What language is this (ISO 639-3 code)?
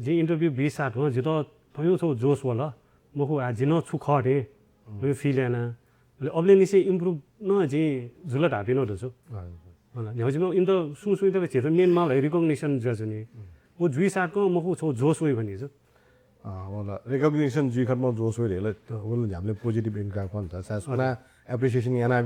new